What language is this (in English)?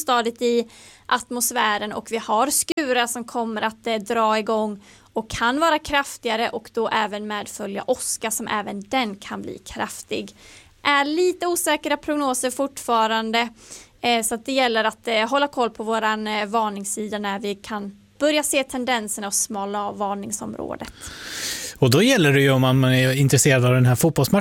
Swedish